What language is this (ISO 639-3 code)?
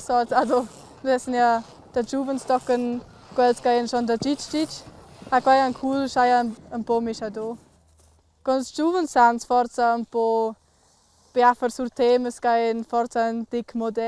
roh